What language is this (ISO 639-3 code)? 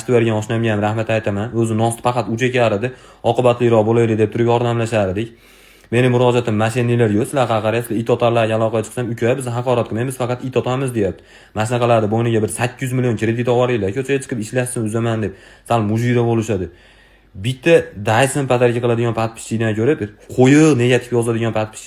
uzb